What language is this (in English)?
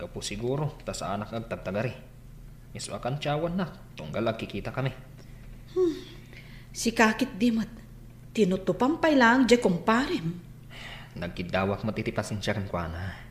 Iloko